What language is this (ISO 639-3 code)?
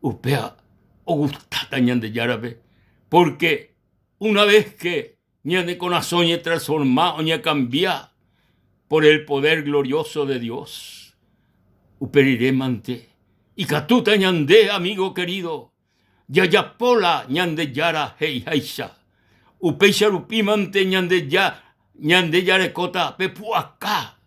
grn